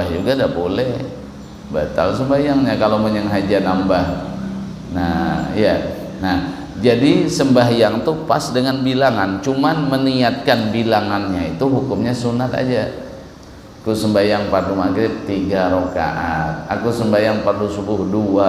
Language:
Banjar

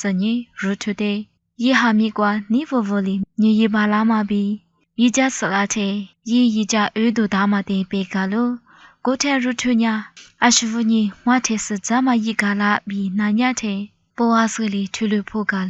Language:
Lisu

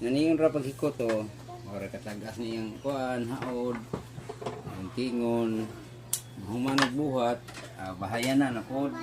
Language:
Cebuano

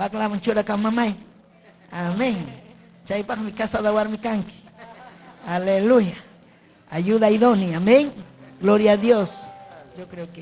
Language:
Ayacucho Quechua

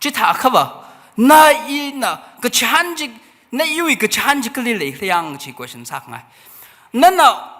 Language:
Tangkhul Naga (India)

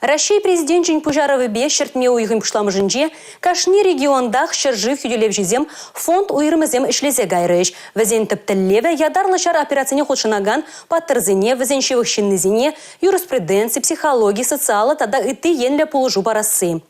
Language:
Chuvash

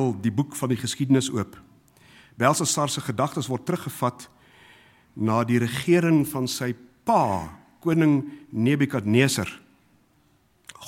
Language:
Afrikaans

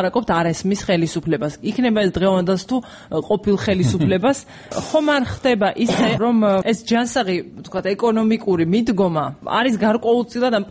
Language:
Georgian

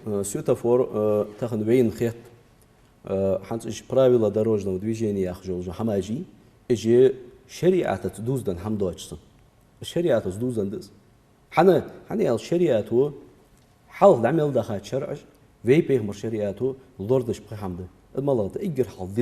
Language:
Ingush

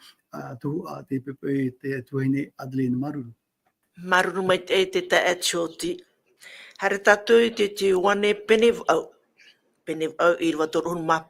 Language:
Tahitian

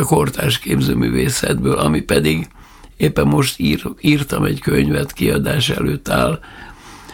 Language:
Hungarian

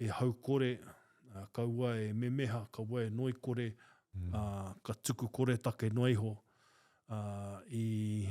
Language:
Māori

